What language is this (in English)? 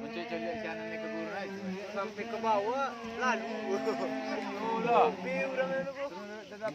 Minangkabau